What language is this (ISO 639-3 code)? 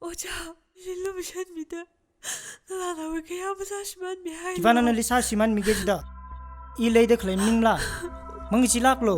nmf